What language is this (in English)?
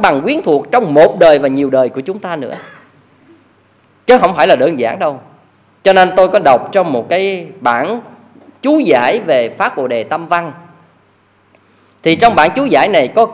Vietnamese